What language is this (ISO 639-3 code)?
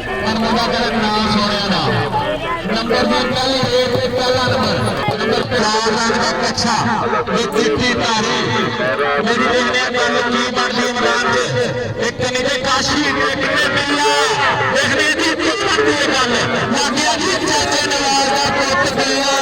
skr